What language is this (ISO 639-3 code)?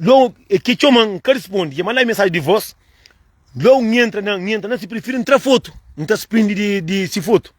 kea